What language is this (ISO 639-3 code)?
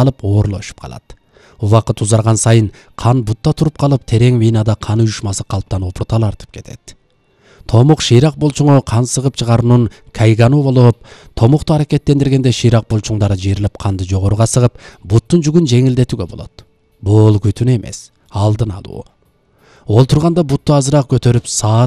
kir